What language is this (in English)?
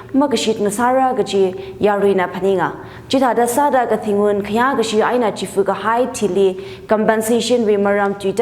Tangkhul Naga (India)